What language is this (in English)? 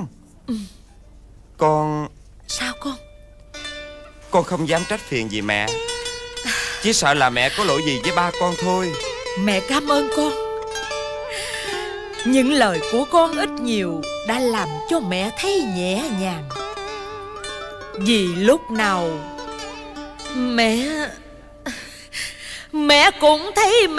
Vietnamese